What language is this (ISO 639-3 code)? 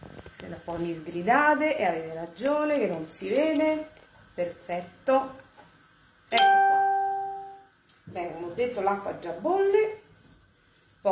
ita